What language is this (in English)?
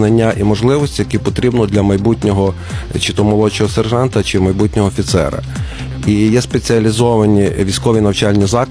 Ukrainian